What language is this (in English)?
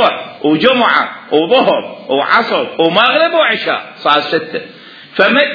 Mesopotamian Arabic